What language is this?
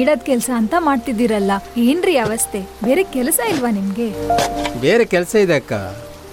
Kannada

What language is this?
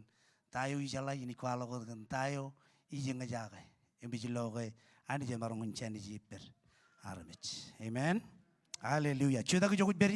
Marshallese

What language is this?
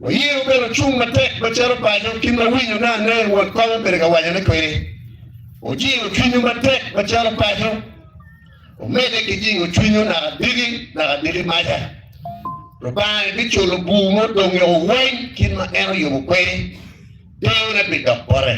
Acoli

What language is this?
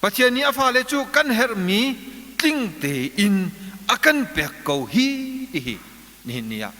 Hakha Chin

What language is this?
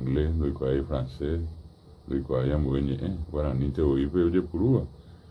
Guarani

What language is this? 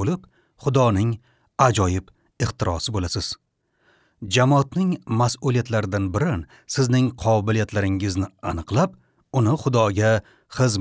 Uzbek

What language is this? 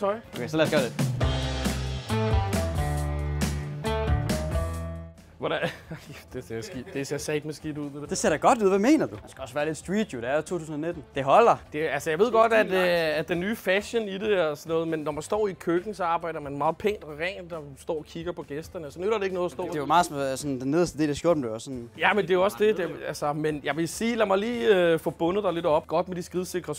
Danish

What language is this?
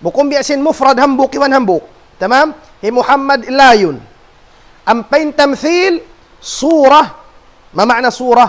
Tausug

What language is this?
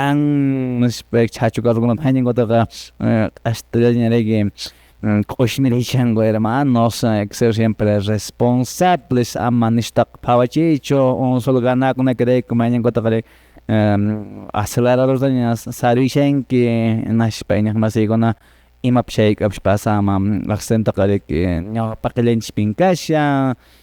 Quechua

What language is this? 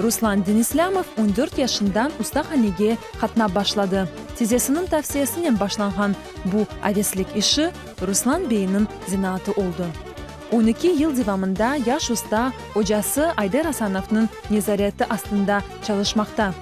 Crimean Tatar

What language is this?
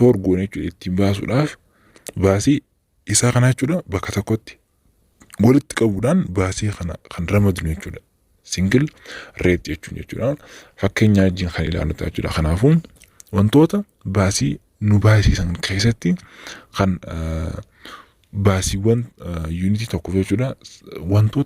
Oromo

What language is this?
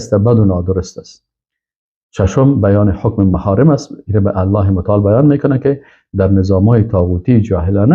Persian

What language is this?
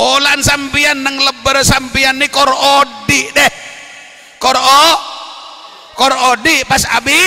Madurese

